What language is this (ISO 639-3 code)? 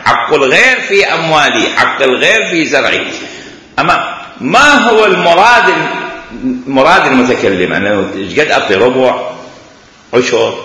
acm